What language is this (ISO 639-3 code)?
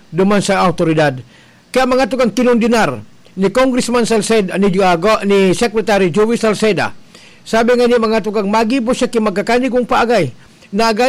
bik